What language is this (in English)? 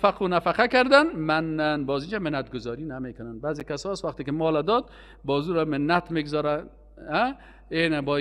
Persian